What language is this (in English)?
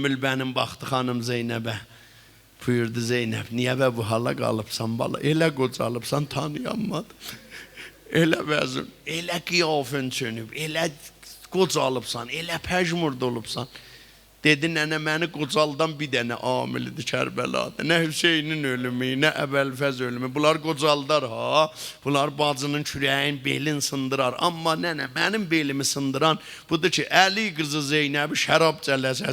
South Azerbaijani